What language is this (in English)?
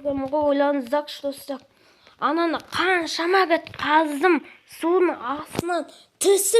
Kazakh